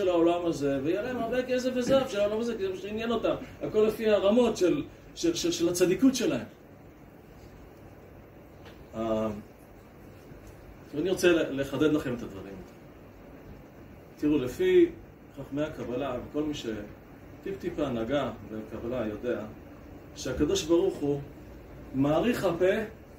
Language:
Hebrew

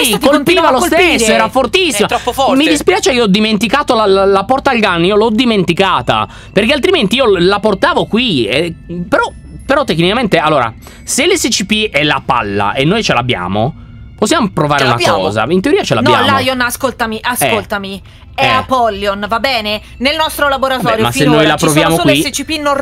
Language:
Italian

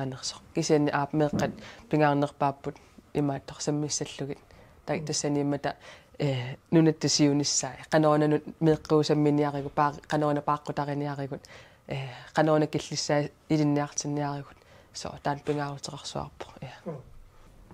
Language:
Kalaallisut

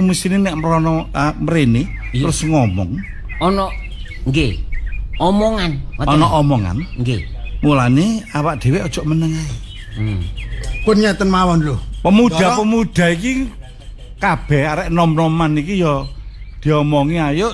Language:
Javanese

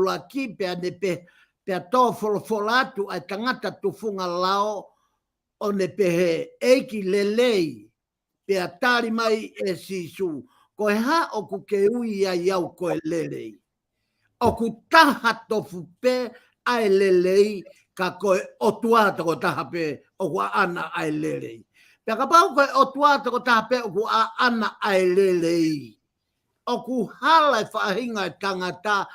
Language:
Tongan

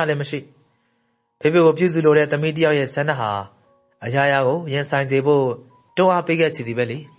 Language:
Burmese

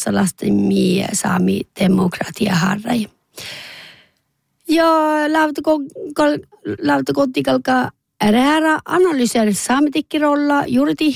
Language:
Northern Sami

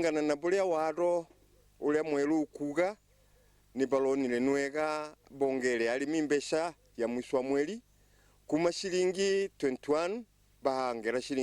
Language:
Meru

